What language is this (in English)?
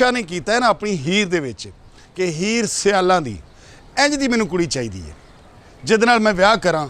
Western Panjabi